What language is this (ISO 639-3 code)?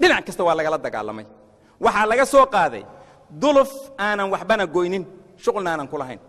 som